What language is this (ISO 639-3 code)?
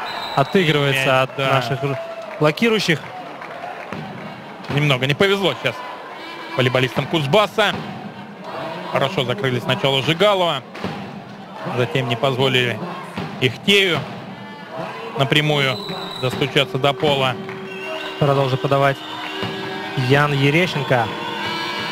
rus